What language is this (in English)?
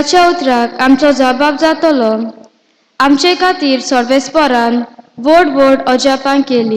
Konkani